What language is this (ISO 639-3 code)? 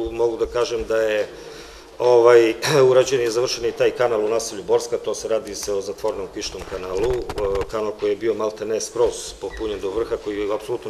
srp